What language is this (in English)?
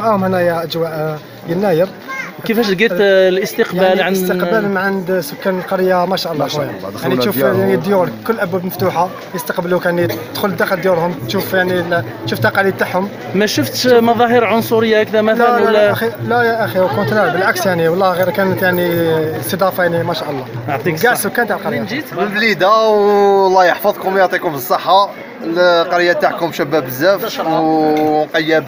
Algerian Arabic